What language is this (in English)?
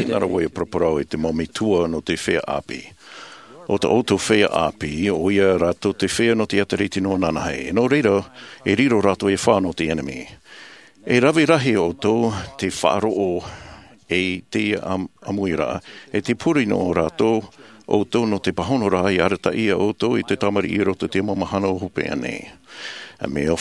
Tahitian